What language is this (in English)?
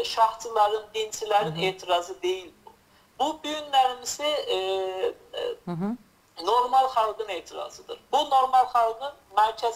South Azerbaijani